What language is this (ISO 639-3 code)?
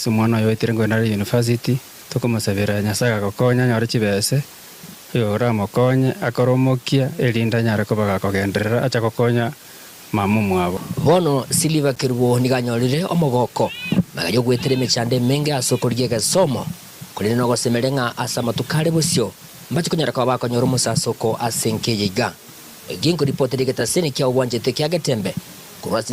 guz